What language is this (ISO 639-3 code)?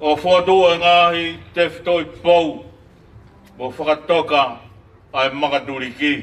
ton